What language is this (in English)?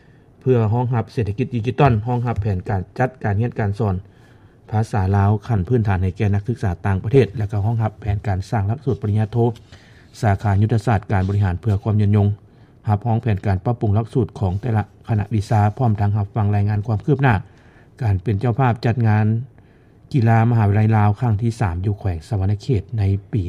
Lao